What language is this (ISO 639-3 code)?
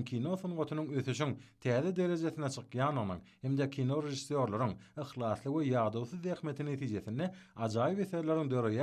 tuk